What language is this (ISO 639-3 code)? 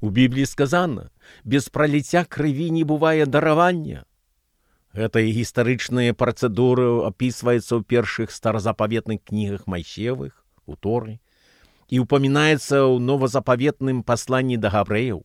bel